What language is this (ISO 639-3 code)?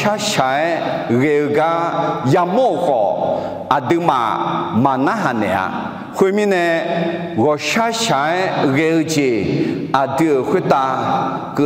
ahk